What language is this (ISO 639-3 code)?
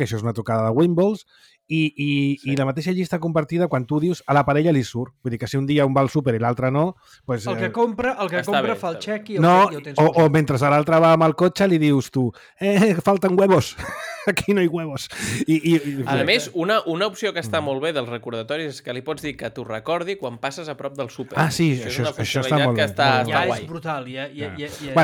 cat